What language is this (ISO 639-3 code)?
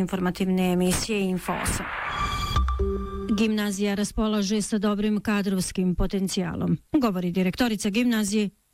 bos